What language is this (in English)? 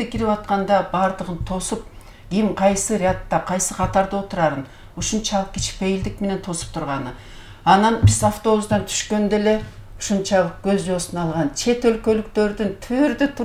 Kyrgyz